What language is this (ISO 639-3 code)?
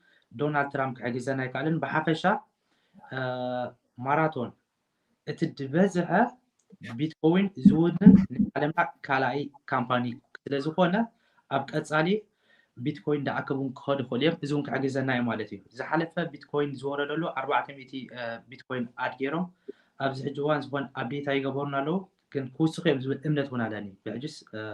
tir